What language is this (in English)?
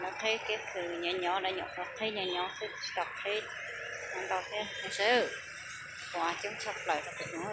Hmong